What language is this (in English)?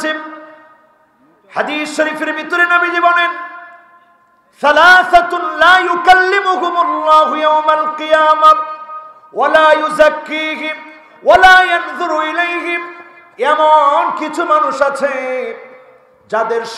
Bangla